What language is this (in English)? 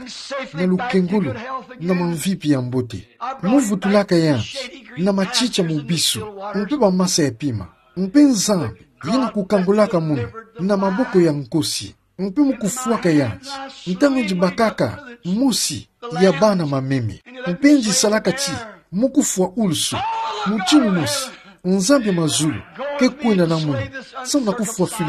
Kituba (Democratic Republic of Congo)